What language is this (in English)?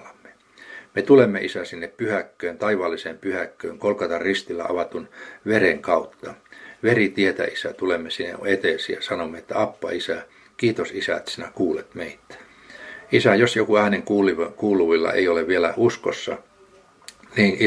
Finnish